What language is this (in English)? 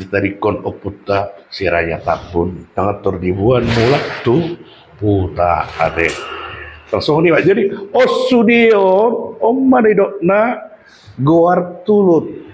Batak Toba